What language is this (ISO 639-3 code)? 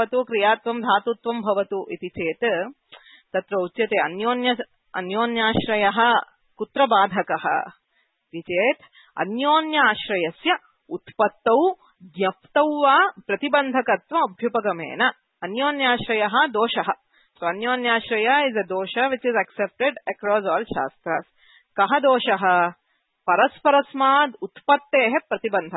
san